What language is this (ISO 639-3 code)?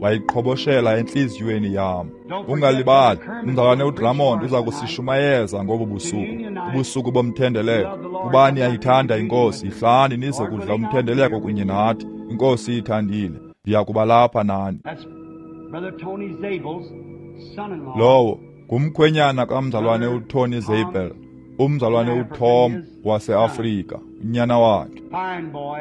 xho